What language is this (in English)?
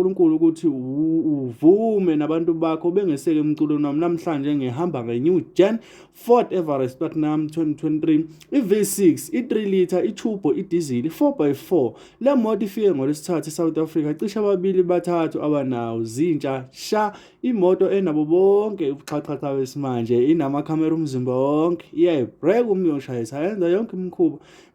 Zulu